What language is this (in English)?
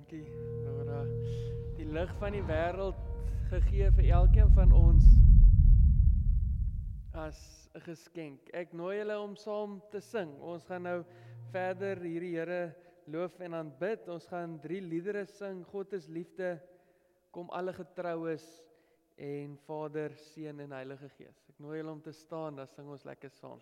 Afrikaans